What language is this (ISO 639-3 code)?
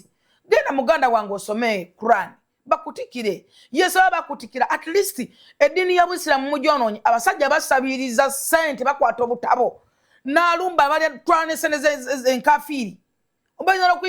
lug